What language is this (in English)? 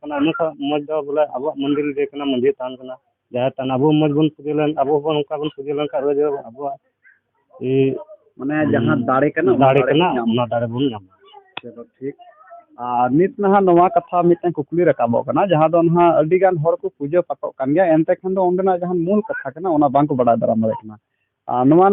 Santali